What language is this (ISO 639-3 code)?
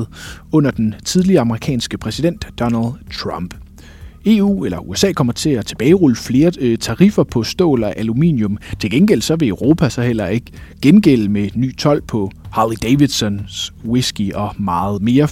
dan